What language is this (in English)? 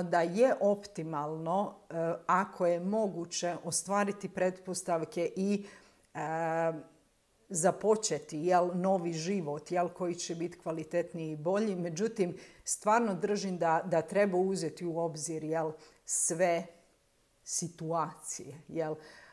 Croatian